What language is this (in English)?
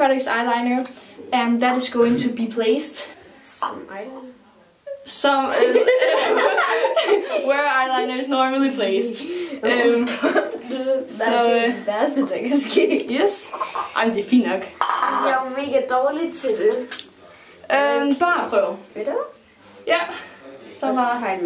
Danish